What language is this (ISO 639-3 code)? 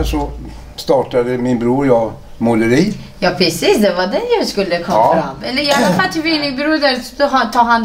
swe